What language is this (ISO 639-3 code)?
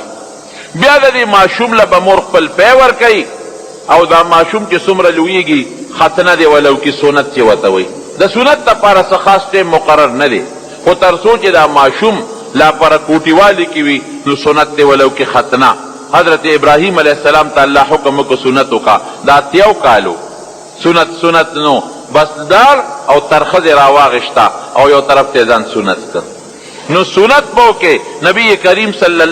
pus